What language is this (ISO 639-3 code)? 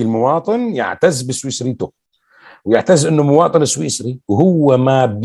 apc